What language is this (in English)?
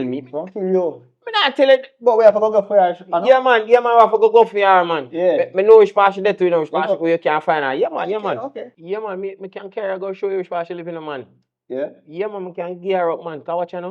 Jamaican Creole English